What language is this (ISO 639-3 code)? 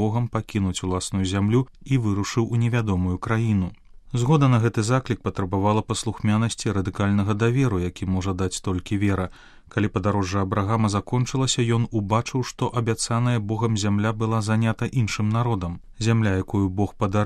bel